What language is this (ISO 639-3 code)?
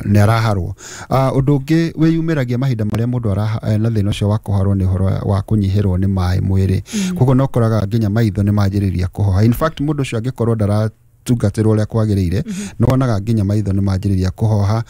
kik